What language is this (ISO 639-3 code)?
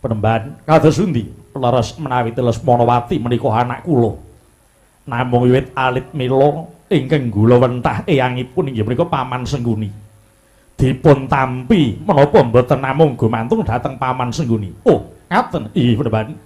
jav